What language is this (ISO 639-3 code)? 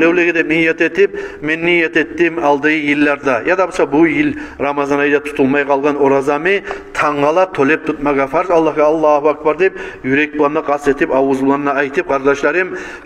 kum